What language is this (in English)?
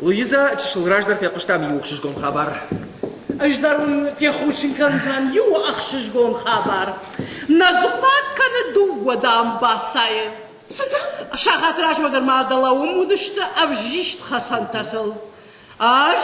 Ossetic